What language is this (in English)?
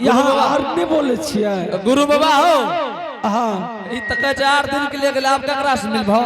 Angika